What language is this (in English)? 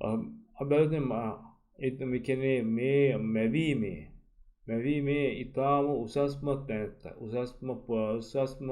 Sinhala